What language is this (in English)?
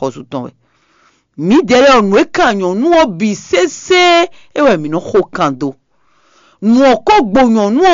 Fon